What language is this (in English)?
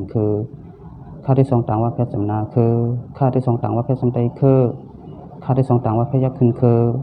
Shan